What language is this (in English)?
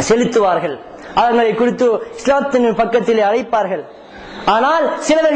Tamil